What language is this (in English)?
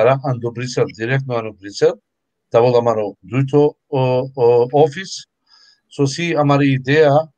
Balkan Romani